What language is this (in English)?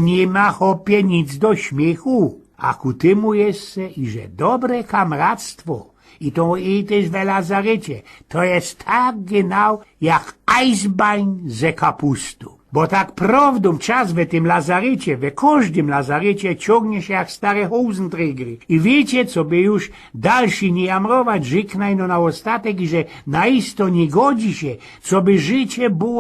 Silesian